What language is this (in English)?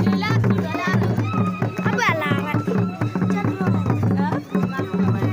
Acoli